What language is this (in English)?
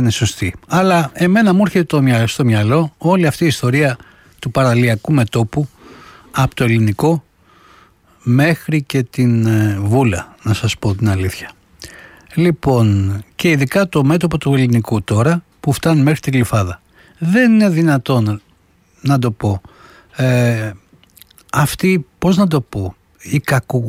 Greek